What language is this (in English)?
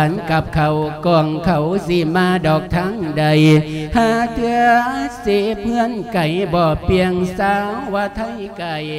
Lao